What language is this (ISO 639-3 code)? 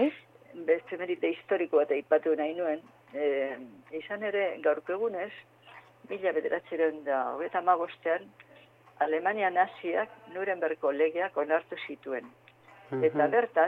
eus